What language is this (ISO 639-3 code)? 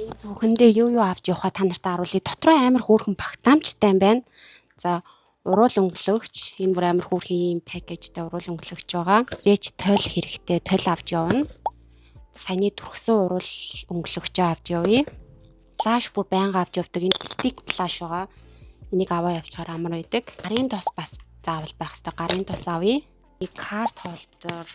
mon